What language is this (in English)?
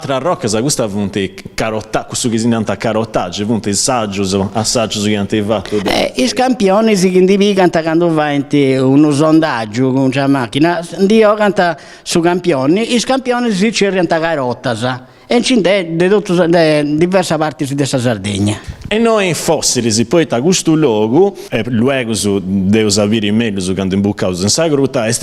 Sardinian